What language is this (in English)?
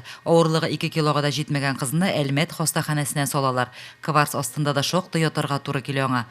Tatar